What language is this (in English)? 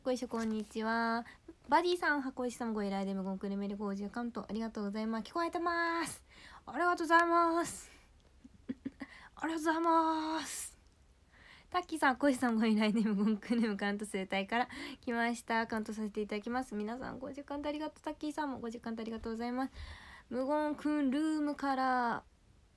Japanese